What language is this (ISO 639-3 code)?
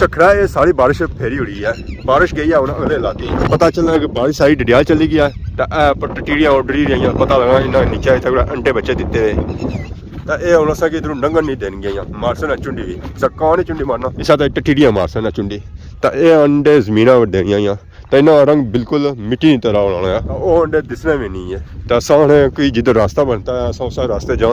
phr